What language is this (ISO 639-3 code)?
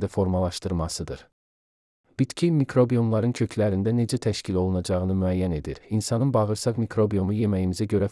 aze